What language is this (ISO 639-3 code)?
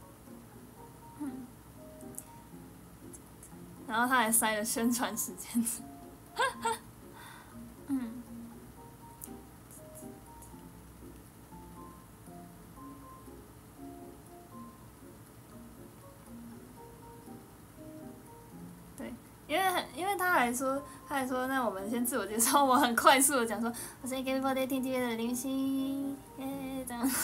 zho